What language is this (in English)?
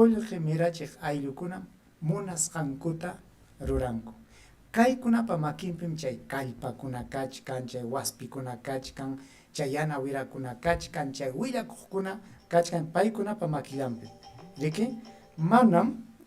Ayacucho Quechua